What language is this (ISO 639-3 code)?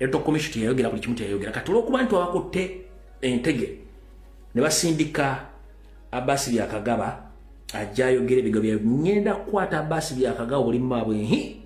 lug